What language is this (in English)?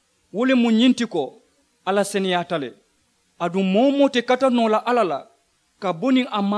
Mandingo